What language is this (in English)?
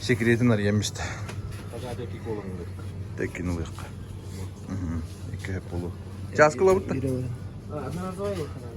Yakut